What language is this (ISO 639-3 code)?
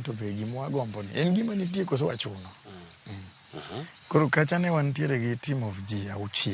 luo